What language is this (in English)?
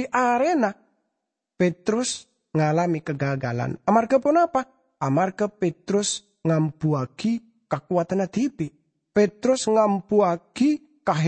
Madurese